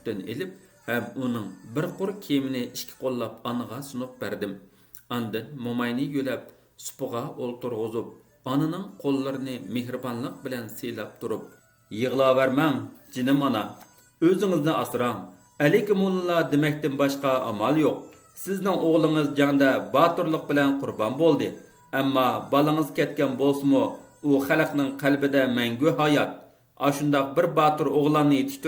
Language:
Uyghur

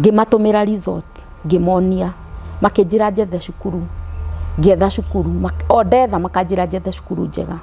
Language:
Kikuyu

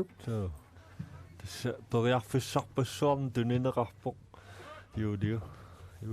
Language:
Kalaallisut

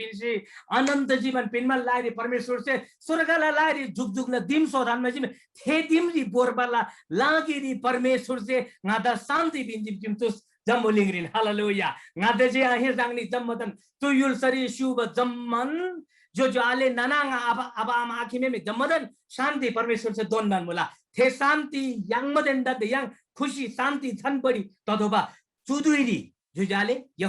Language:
Eastern Tamang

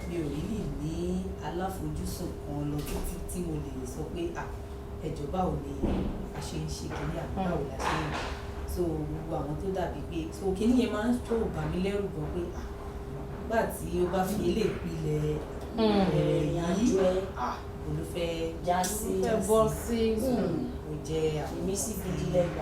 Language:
Yoruba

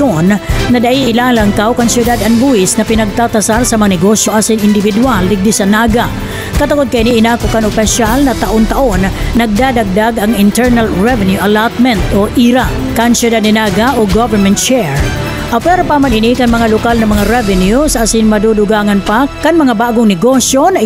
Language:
Bikol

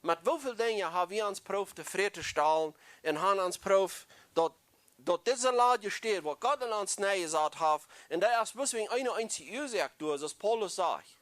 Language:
Plautdietsch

